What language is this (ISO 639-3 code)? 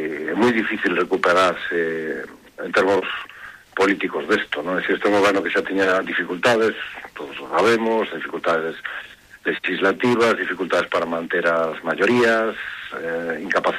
glg